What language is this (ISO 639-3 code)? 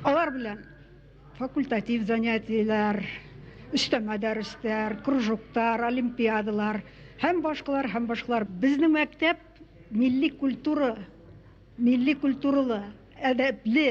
bak